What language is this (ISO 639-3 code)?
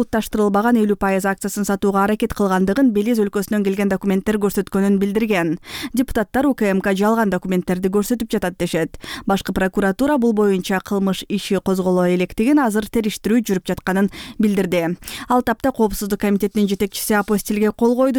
kir